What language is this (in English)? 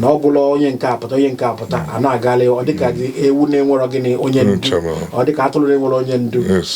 Igbo